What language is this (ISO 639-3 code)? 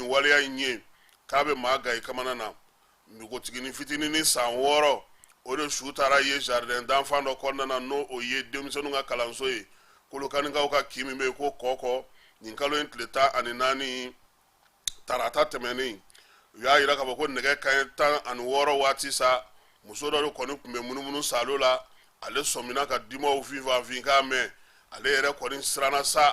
bam